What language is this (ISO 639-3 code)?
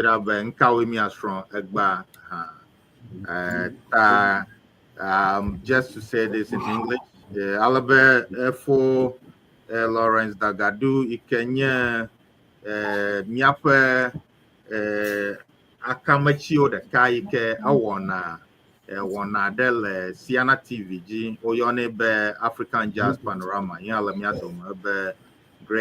ewe